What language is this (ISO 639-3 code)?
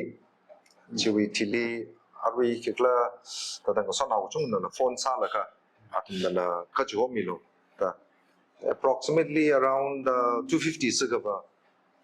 nmf